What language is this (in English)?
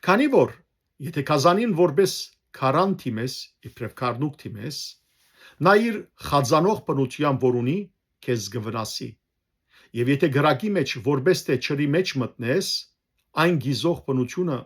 Western Armenian